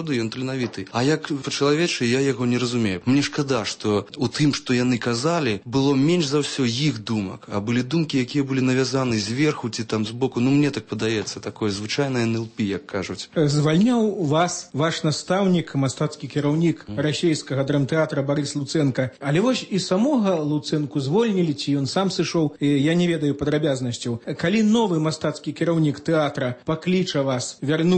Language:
Belarusian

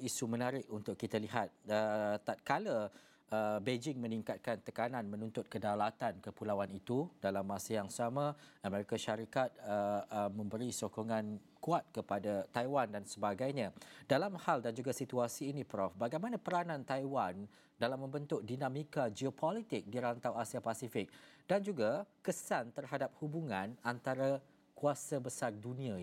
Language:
Malay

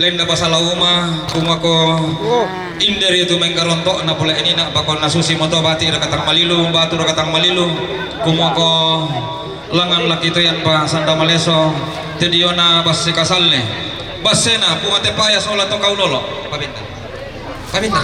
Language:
Toraja-Sa'dan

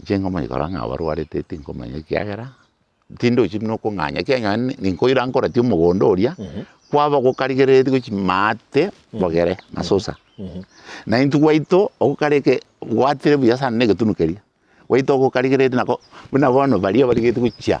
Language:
Gusii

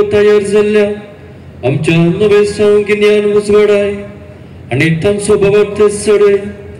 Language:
Konkani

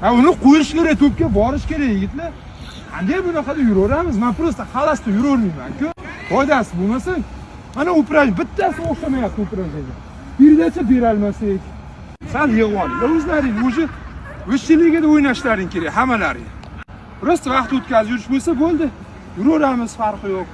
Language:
Uzbek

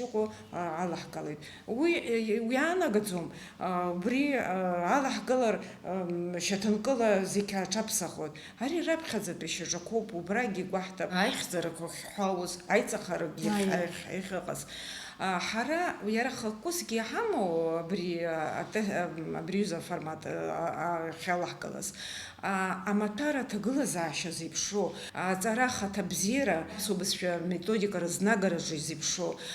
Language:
Abkhazian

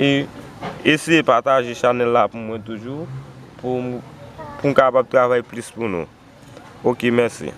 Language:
Haitian Creole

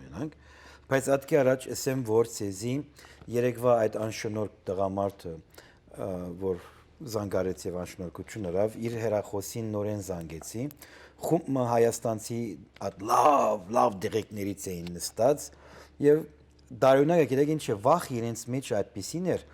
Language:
Western Armenian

